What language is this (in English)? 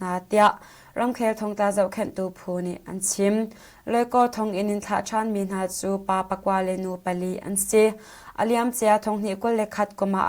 Hakha Chin